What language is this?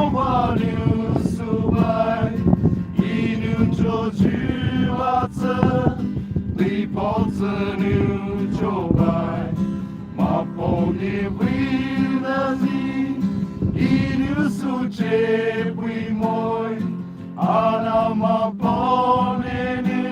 Poumei Naga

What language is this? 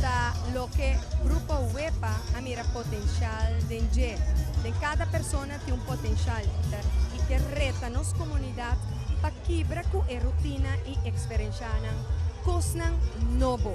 Papiamento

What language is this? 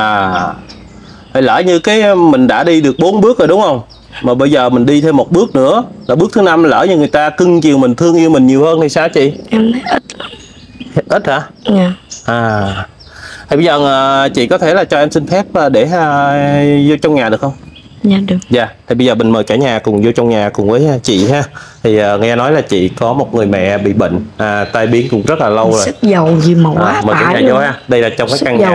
Vietnamese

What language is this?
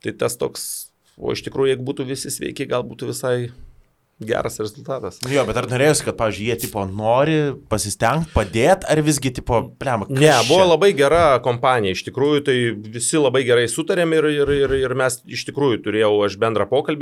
Lithuanian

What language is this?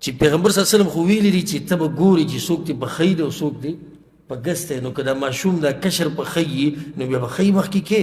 Pashto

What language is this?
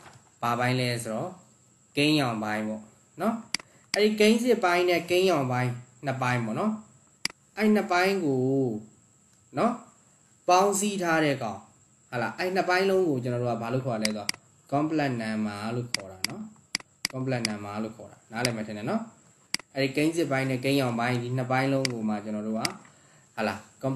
Burmese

